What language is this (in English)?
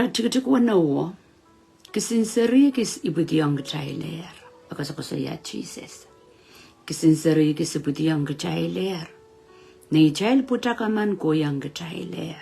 Pohnpeian